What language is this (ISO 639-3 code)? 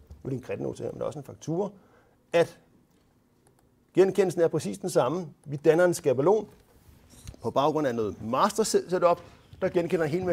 dan